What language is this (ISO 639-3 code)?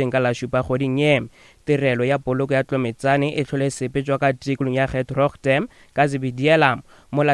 nso